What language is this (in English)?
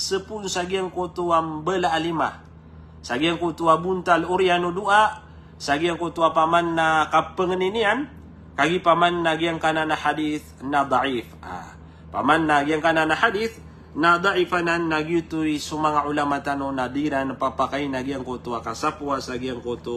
Maranao